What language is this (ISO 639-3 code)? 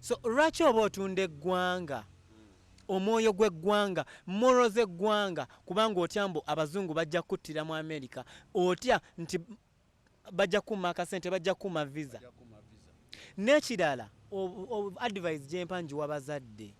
lug